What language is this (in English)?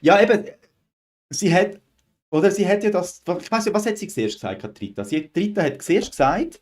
Swiss German